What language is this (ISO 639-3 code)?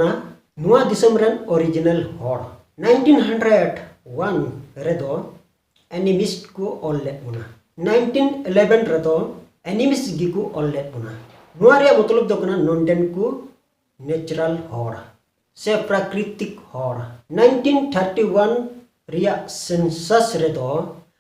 sat